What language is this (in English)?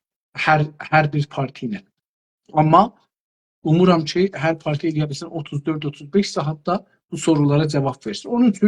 South Azerbaijani